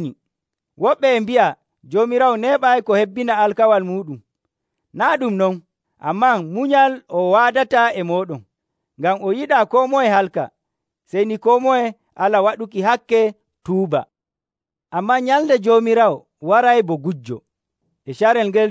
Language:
Nigerian Fulfulde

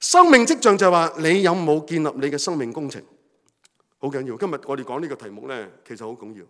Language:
Cantonese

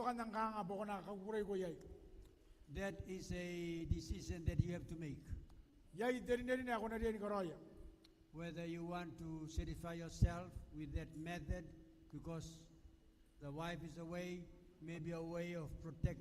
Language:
Gilbertese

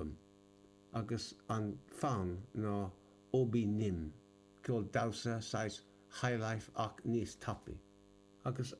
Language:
Irish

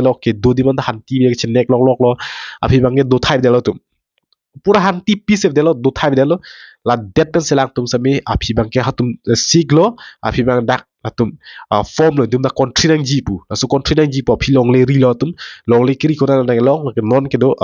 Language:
Karbi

